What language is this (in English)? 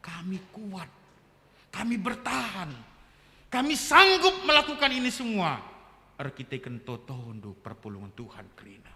Batak Karo